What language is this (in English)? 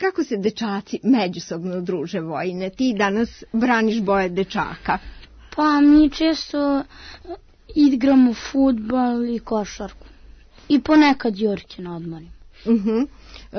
Serbian